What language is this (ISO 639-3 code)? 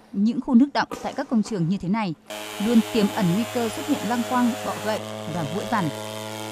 vie